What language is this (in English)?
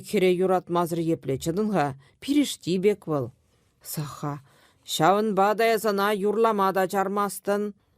Chuvash